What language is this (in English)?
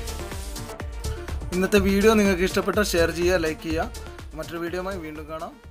Malayalam